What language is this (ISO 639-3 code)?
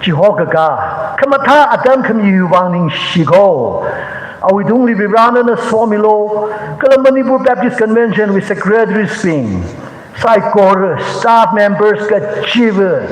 nmf